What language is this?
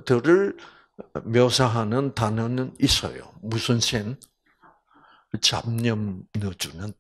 Korean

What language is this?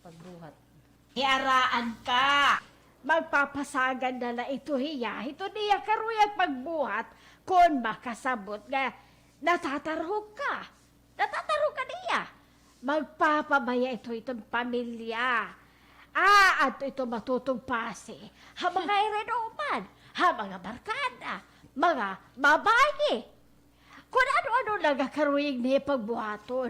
Waray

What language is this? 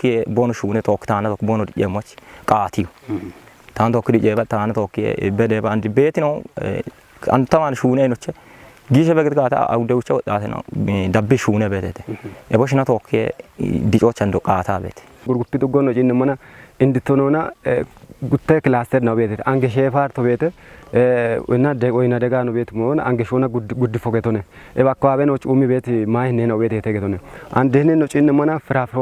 Kafa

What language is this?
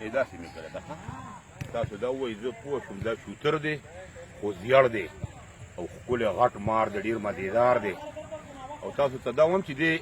Pashto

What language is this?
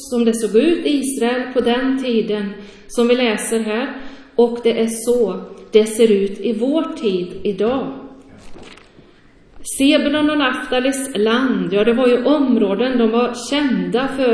Swedish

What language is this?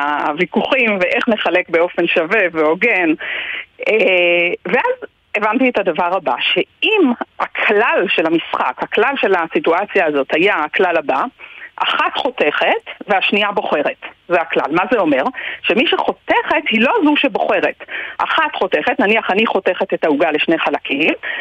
Hebrew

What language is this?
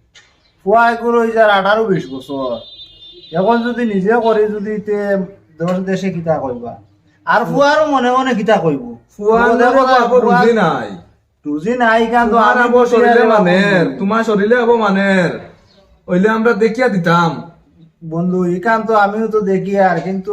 Sylheti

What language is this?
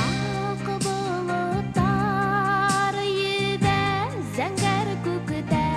Bashkir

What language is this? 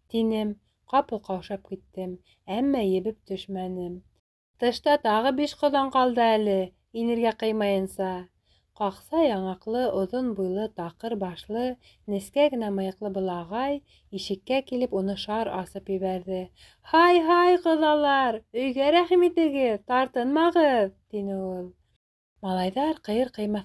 Bashkir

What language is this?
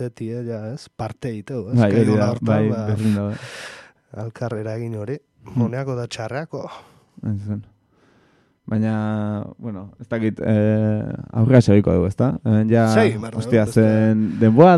Basque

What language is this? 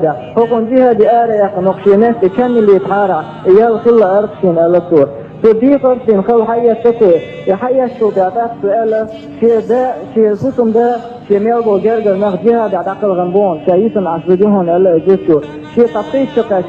Chechen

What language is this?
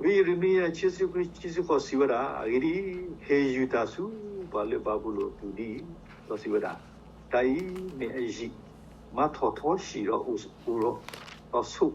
S'gaw Karen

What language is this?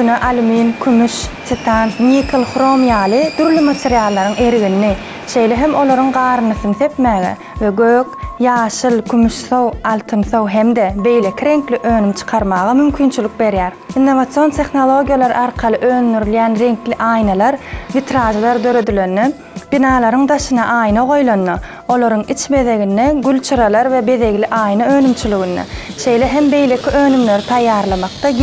Turkmen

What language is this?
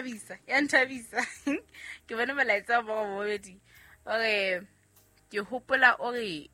Southern Sotho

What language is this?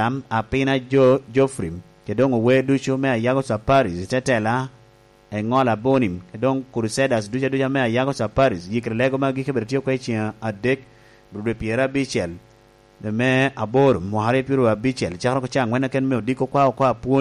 Lango (Uganda)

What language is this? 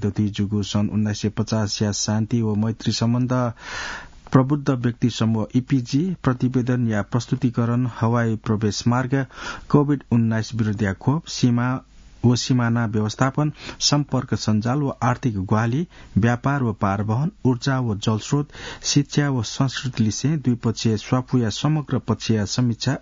Newari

